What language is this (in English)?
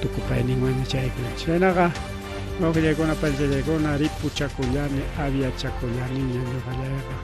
Ayacucho Quechua